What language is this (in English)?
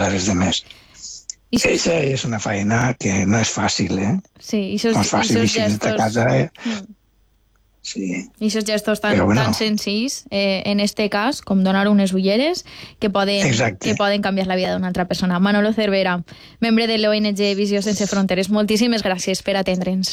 Catalan